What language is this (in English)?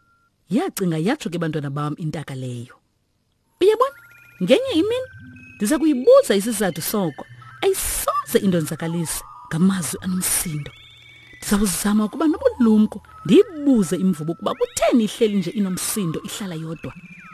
Xhosa